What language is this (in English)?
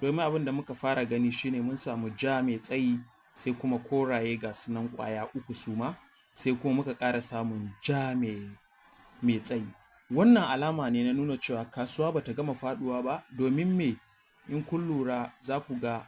Hausa